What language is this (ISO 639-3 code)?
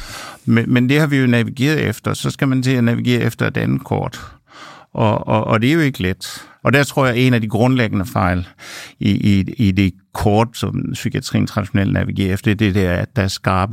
dan